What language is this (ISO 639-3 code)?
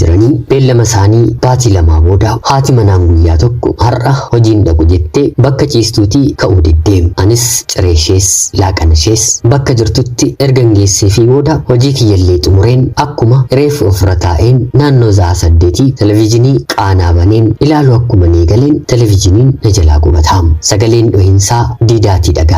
orm